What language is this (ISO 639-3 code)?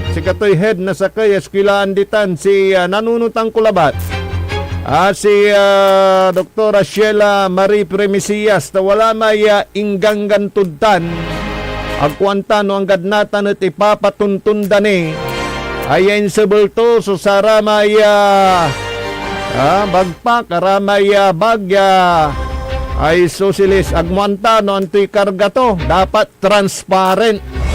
pag